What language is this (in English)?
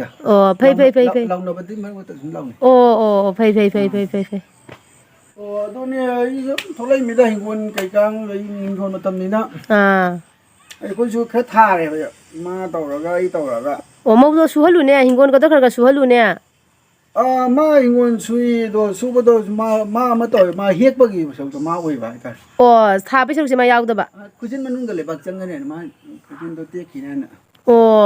Manipuri